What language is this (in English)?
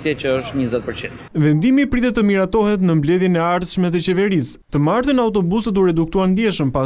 Albanian